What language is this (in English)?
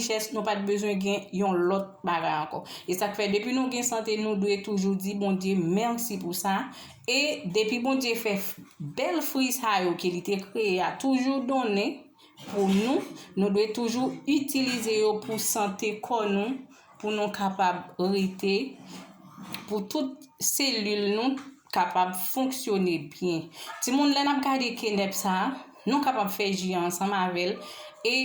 Haitian Creole